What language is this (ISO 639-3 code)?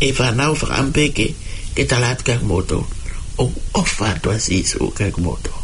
ton